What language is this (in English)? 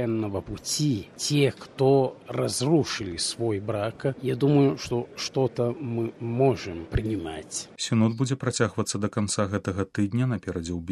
Belarusian